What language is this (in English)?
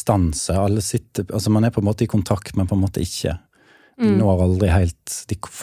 Norwegian